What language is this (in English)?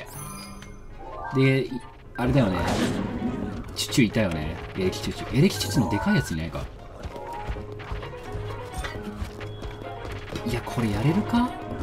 Japanese